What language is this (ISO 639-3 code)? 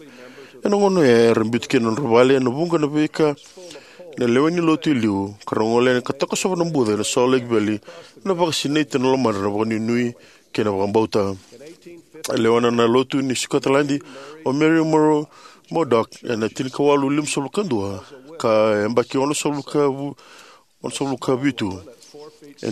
fij